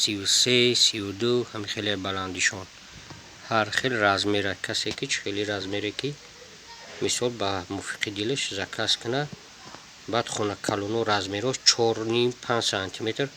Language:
Tajik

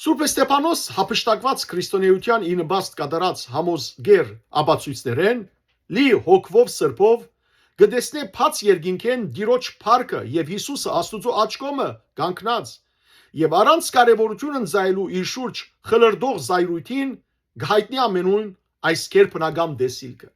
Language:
Western Armenian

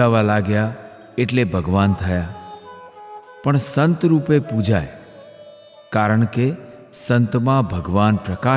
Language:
Gujarati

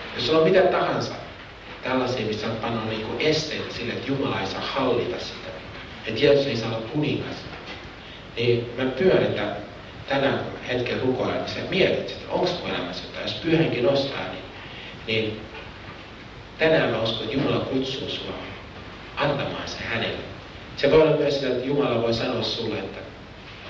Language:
Finnish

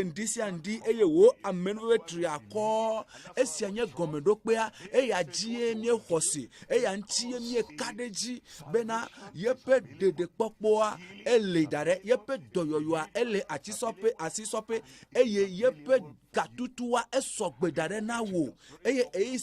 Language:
Ewe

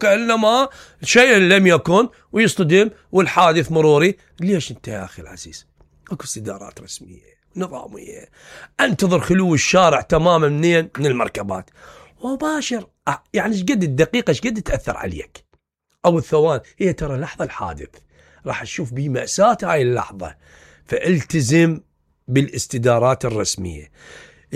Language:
Mesopotamian Arabic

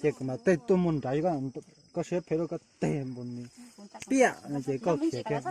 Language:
Hmong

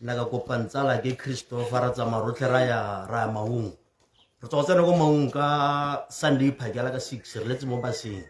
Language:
Tswana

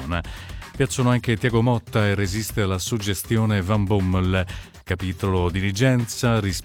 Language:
Italian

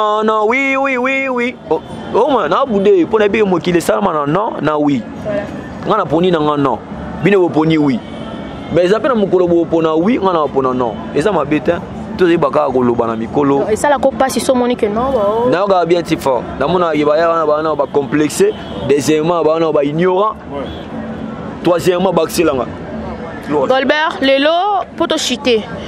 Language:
Lingala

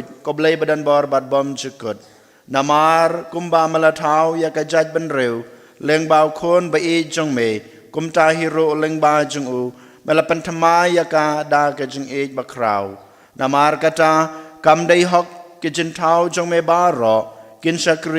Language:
Khasi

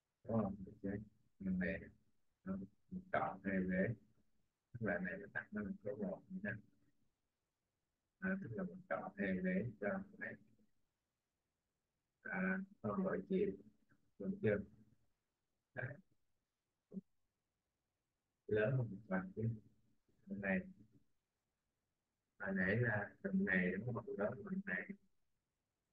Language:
Vietnamese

